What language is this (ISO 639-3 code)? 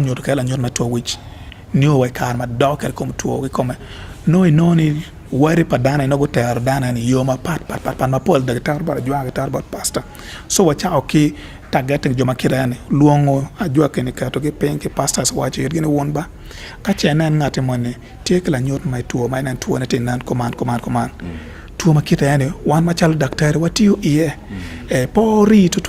ach